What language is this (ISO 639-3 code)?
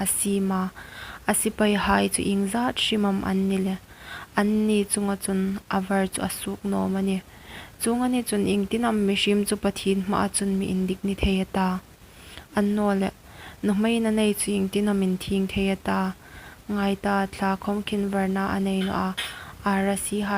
hmr